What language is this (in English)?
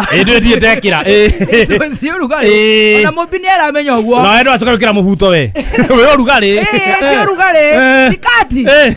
Kikuyu